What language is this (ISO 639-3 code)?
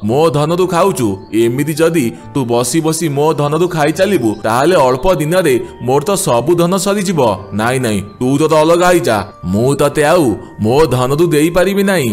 ori